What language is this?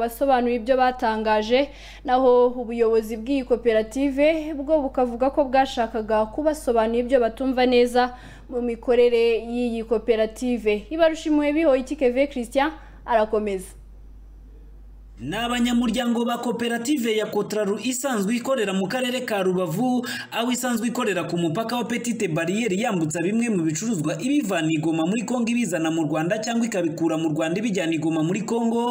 Kinyarwanda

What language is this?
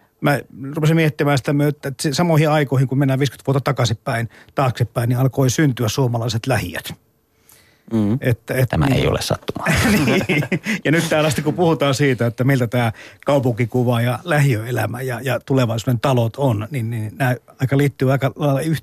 Finnish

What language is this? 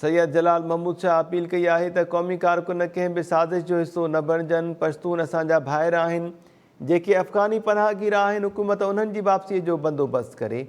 Sindhi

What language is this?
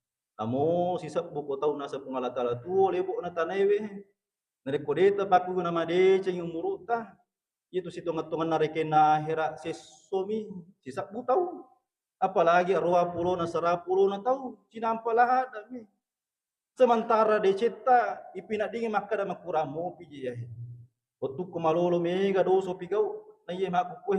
Buginese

